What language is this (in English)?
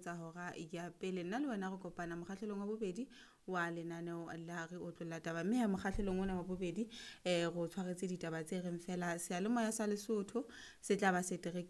Southern Sotho